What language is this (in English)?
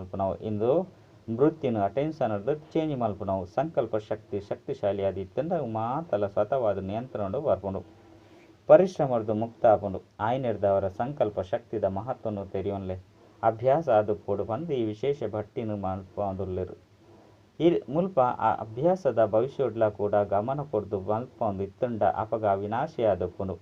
Tulu